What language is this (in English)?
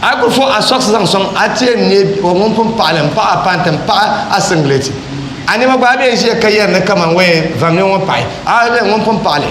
Dagbani